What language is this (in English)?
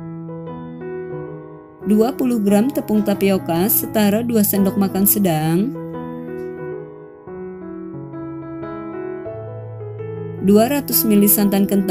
Indonesian